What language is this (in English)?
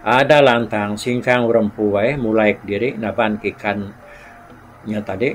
Iban